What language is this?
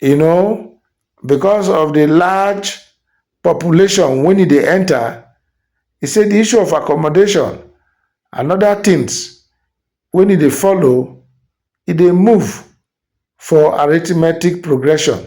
Nigerian Pidgin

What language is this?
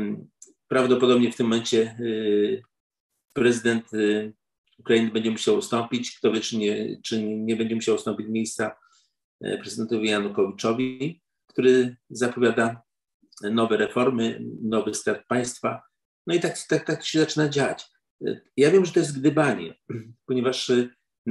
Polish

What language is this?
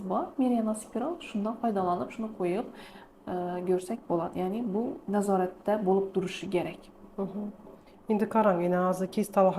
Uzbek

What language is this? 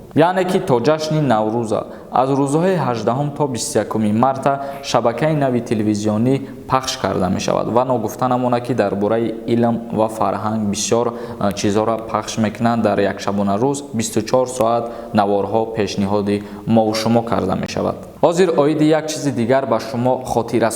Tajik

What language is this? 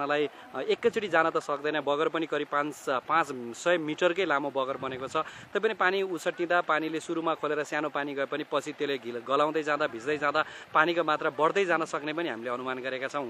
Nepali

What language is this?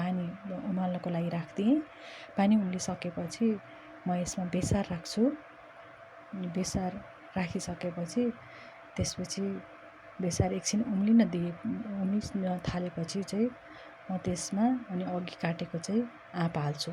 Nepali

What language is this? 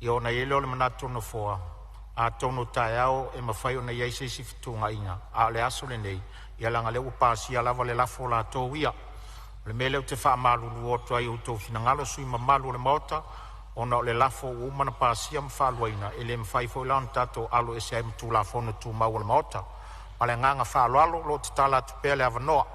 Samoan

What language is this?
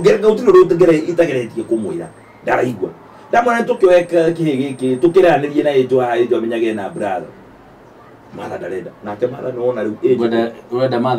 Kikuyu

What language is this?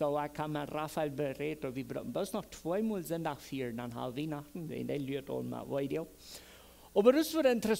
Plautdietsch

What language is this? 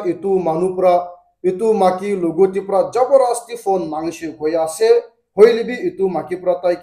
Naga Pidgin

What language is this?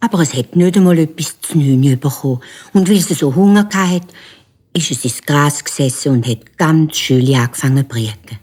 Swiss German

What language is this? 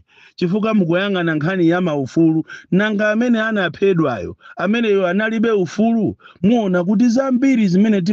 Nyanja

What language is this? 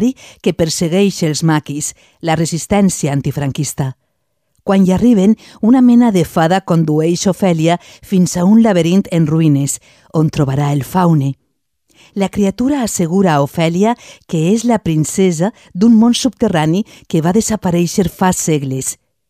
Catalan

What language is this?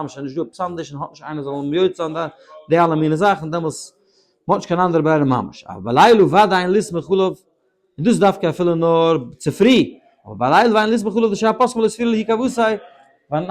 Yiddish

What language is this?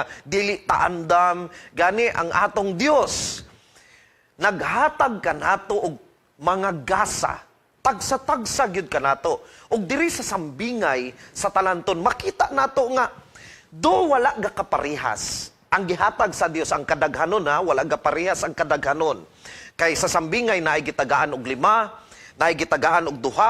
Cebuano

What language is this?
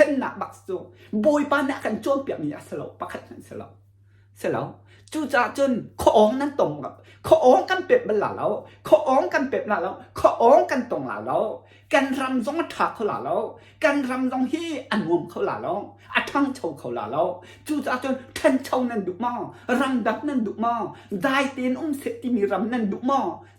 Hakha Chin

